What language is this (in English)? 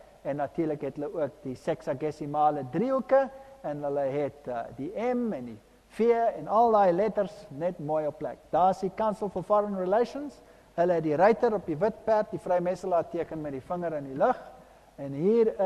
Afrikaans